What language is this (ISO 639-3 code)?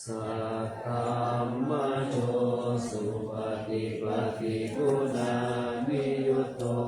pli